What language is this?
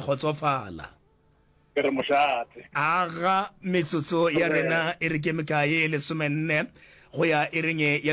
Northern Sotho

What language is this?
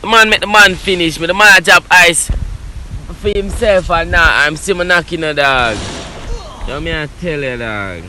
Jamaican Creole English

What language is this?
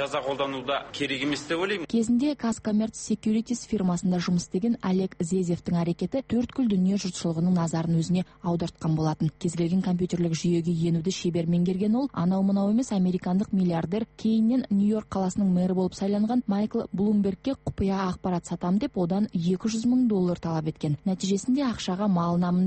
Kazakh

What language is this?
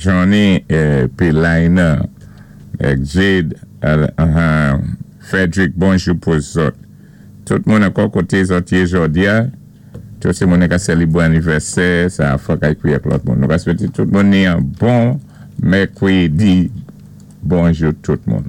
Saint Lucian Creole French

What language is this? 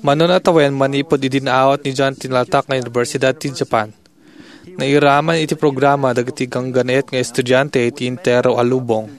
Iloko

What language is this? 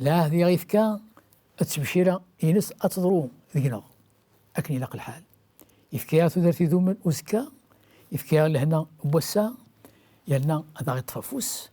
Kabyle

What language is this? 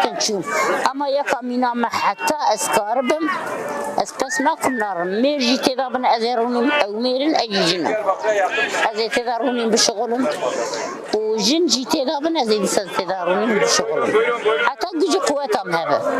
Kurdish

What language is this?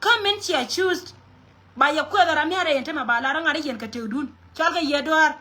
Nuer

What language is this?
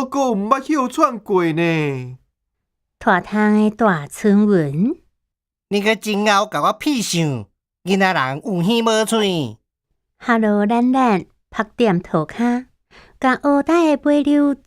Min Nan Chinese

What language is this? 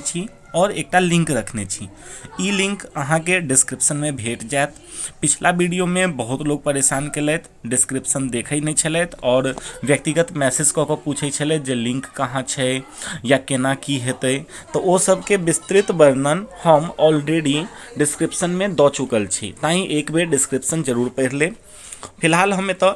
Maithili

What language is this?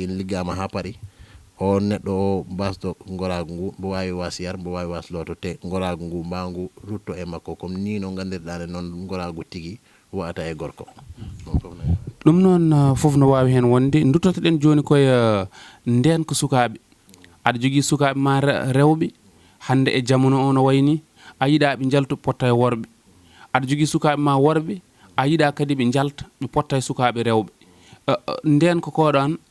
Fula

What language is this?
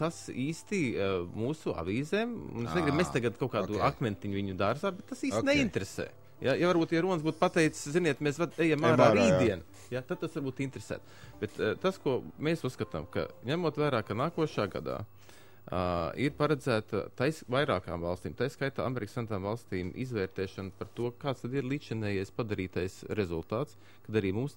Latvian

